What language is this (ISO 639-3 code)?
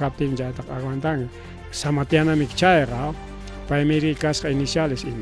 quy